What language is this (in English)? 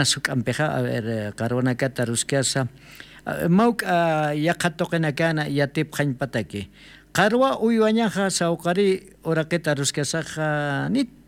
Aymara